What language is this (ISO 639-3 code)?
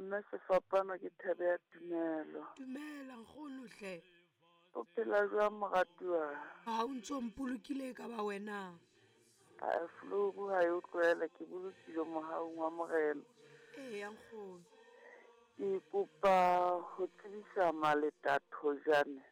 sot